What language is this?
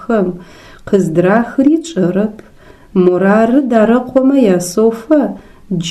Adyghe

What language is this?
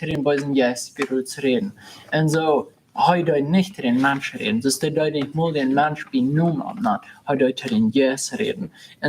Plautdietsch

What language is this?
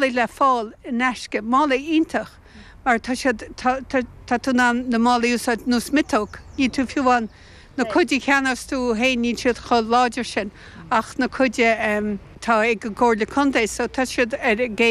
Irish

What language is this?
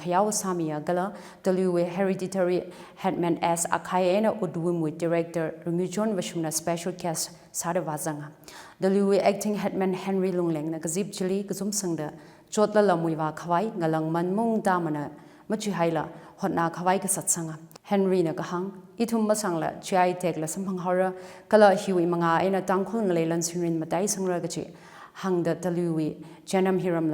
Tangkhul Naga (India)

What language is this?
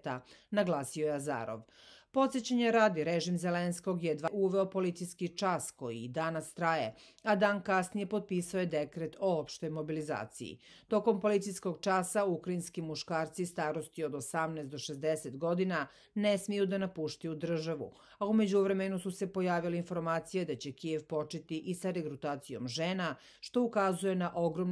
Serbian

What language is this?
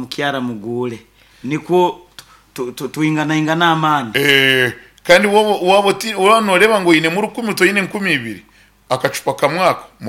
Nyankole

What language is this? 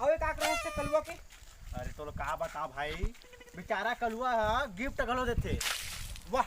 Chhattisgarhi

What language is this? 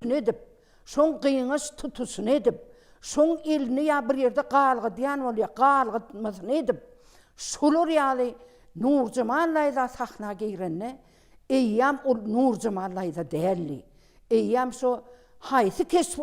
Turkmen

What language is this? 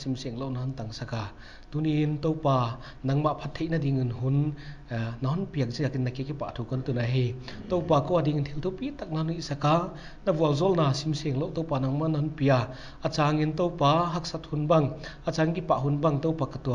Paite Chin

